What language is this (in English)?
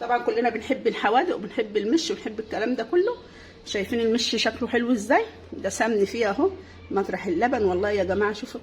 Egyptian Arabic